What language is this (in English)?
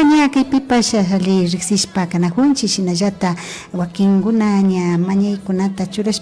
Imbabura Highland Quichua